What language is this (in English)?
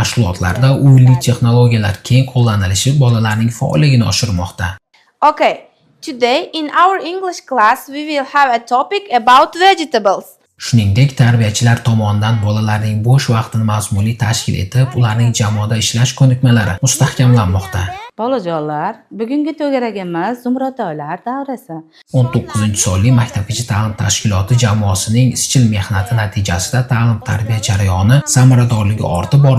Uzbek